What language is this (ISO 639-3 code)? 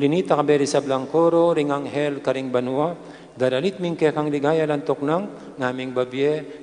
pam